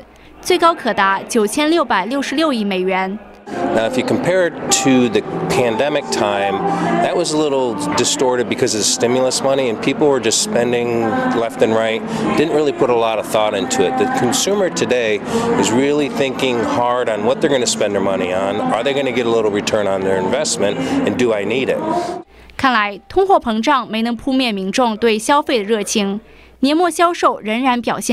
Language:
Chinese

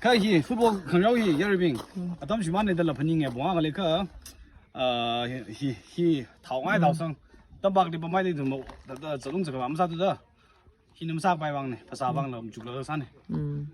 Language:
Tangkhul Naga (India)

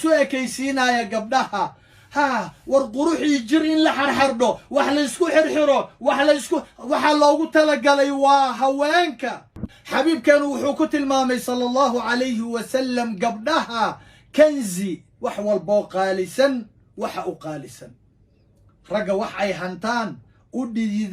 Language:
Somali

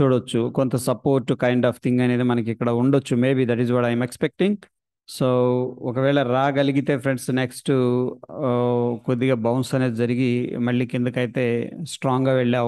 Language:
Telugu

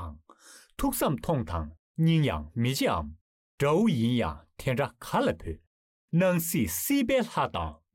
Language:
Tibetan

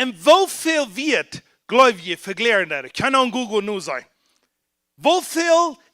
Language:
Plautdietsch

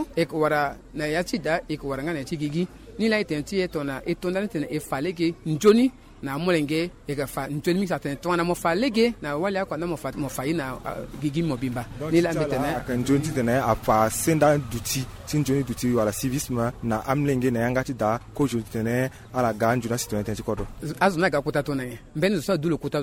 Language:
Sango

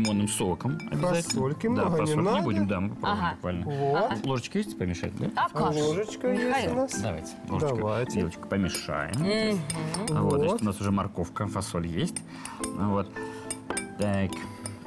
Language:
Russian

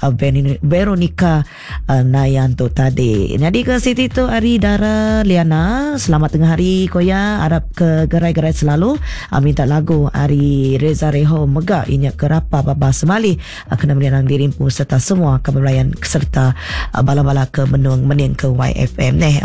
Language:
Iban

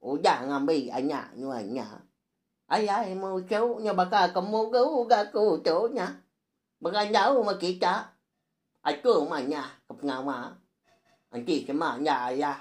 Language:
Iban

